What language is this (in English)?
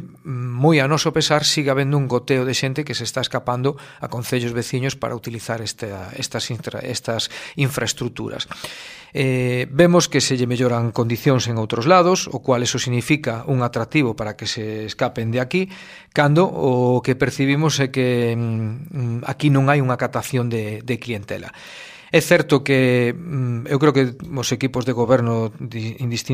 Galician